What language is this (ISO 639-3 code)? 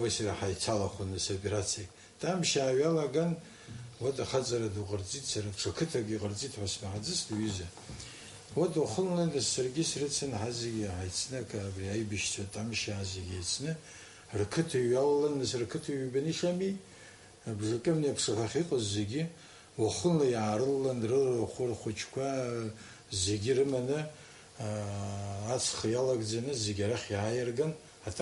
abk